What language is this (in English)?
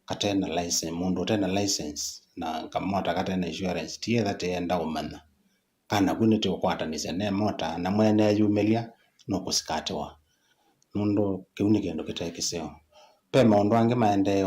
Kamba